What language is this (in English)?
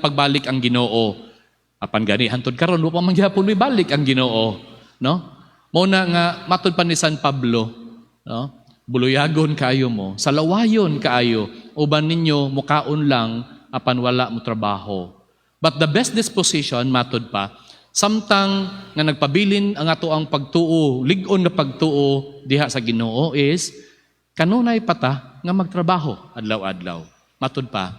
Cebuano